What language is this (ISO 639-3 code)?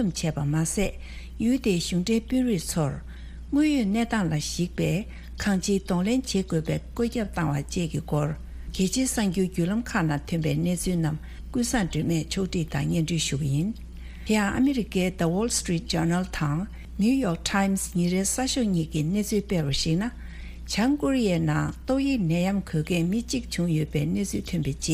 bod